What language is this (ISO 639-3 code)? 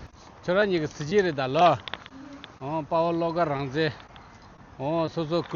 bod